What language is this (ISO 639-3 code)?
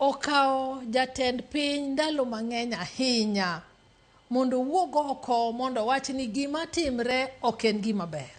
luo